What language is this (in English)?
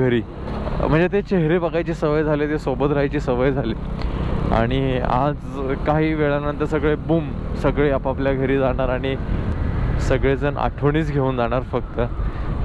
Marathi